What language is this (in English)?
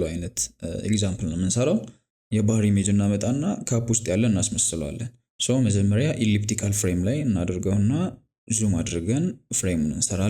Amharic